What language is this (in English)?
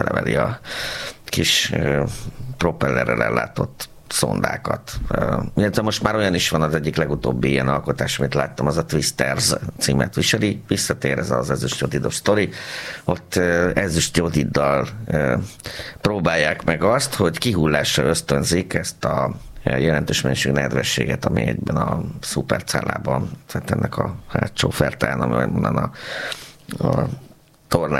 Hungarian